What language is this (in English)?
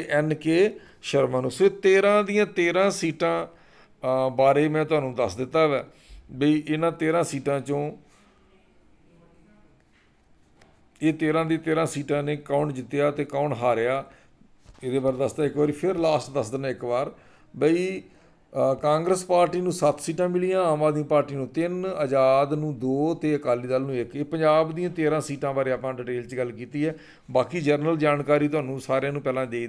Punjabi